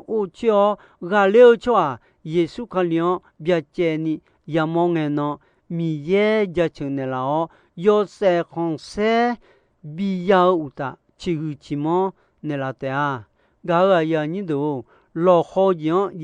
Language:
Akha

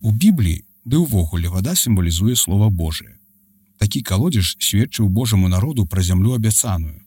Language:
Belarusian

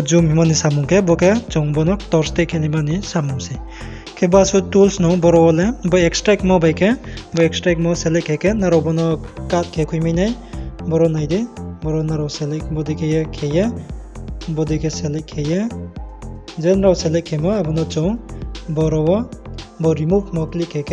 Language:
Riang (India)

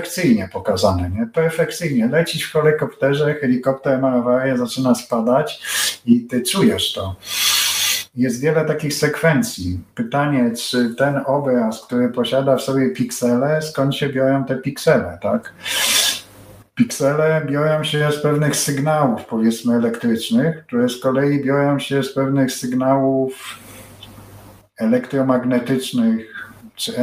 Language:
Polish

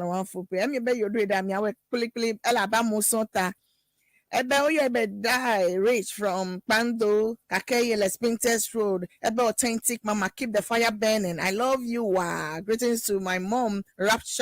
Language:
Ewe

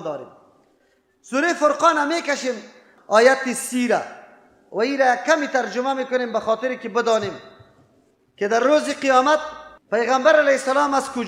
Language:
Persian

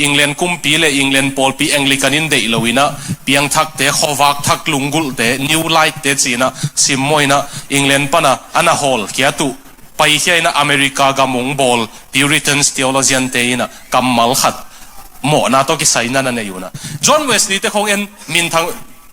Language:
Tedim Chin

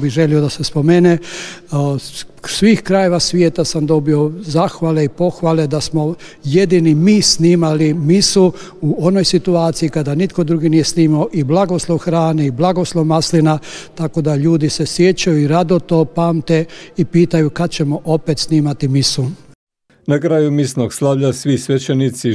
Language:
Croatian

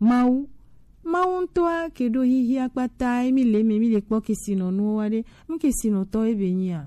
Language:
Gen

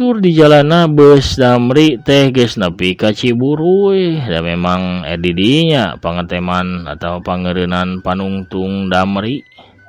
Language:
Sundanese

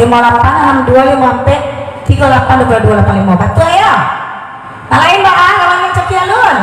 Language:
Minangkabau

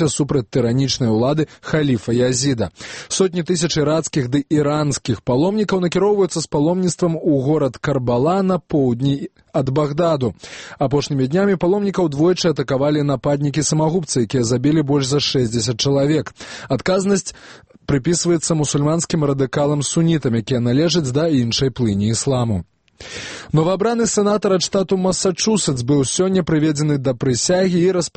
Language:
Belarusian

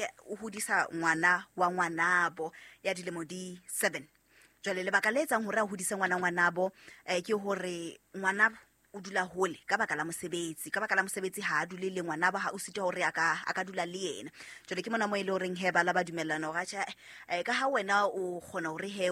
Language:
Southern Sotho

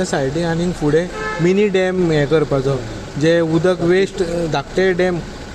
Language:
Konkani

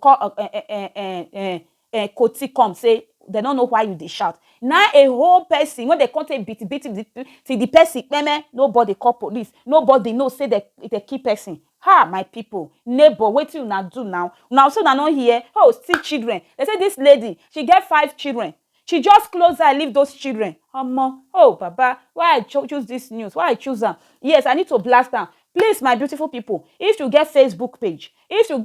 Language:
Nigerian Pidgin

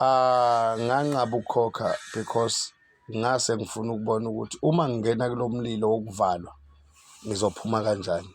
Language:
Zulu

